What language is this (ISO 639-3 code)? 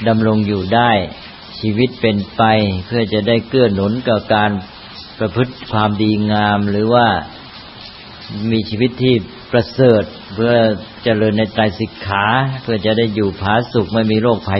tha